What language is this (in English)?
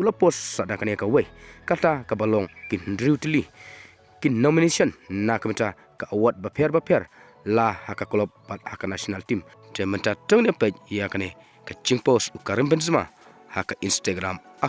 Khasi